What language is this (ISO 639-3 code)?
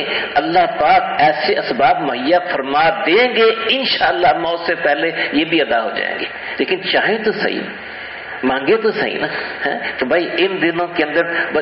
urd